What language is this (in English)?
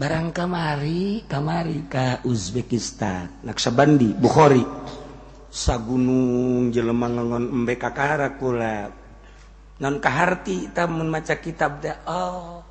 Sundanese